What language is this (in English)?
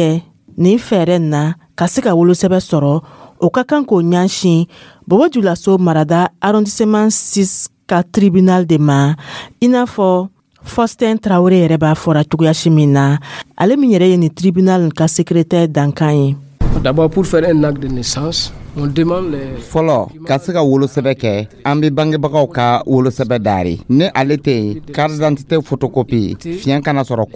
Dyula